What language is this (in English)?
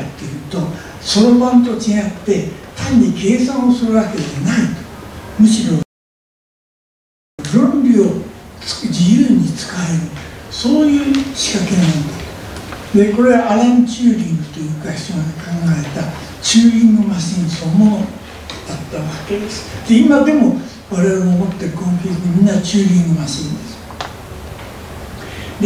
Japanese